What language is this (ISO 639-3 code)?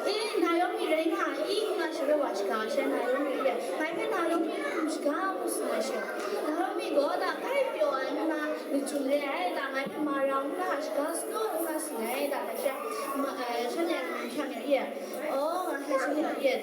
kac